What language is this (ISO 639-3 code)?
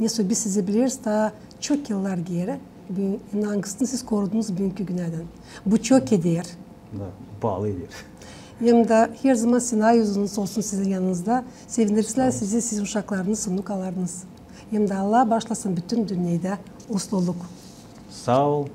gag